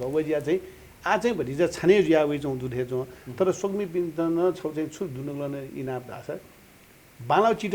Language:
Newari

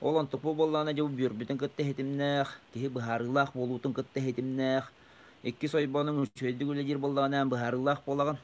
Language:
Yakut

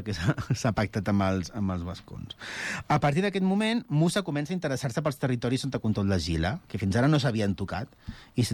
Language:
Catalan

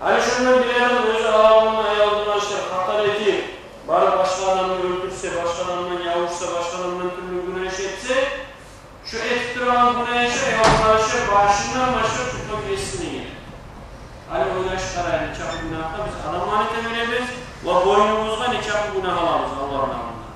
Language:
Kumyk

